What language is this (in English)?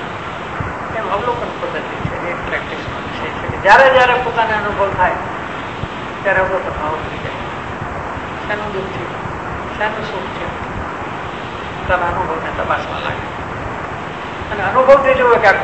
Gujarati